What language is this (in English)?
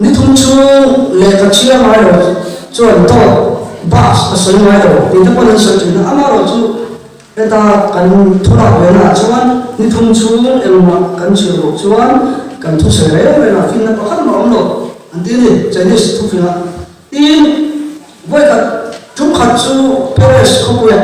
Mizo